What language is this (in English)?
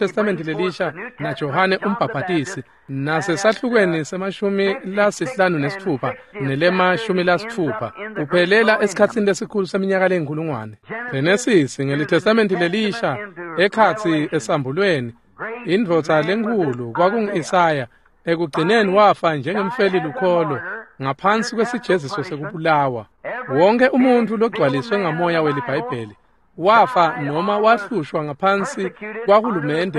Swati